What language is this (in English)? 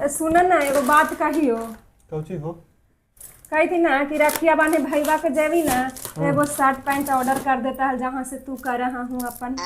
Magahi